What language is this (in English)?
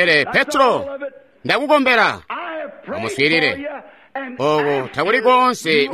Tonga (Zambia)